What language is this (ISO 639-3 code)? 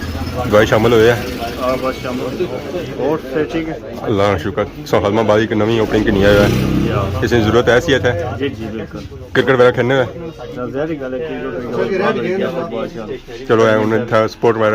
phr